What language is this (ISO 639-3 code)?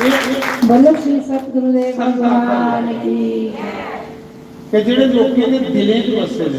doi